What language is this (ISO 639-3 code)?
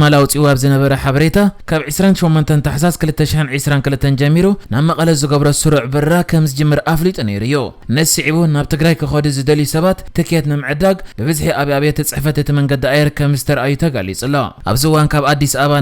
tir